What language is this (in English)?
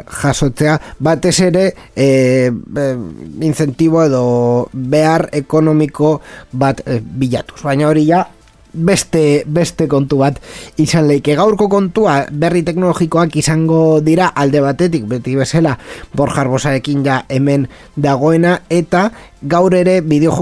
Basque